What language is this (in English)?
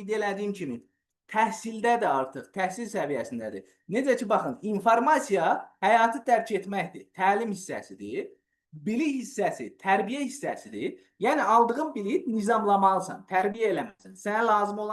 Azerbaijani